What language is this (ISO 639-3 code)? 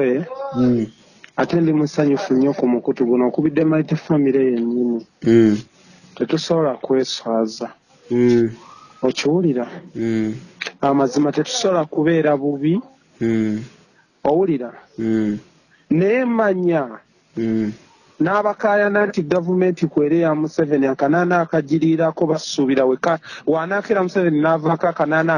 lug